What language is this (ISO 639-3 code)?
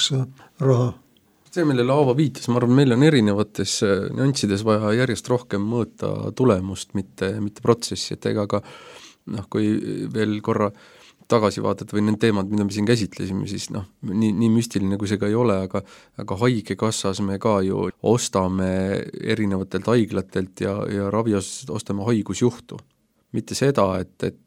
est